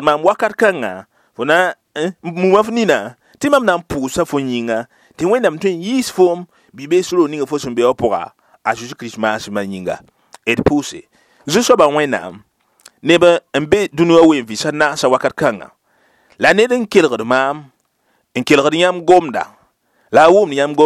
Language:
Mossi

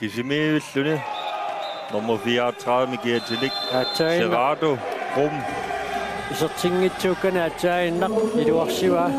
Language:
Kalaallisut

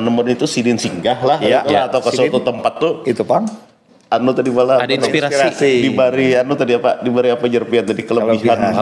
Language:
Banjar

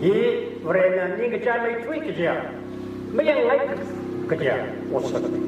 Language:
Tangkhul Naga (India)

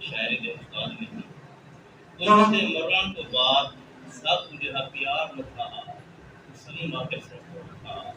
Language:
Saraiki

